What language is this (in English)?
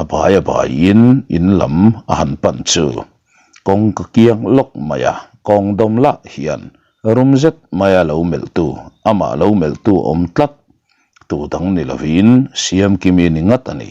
Mizo